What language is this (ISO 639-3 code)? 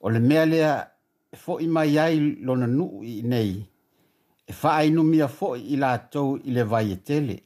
smo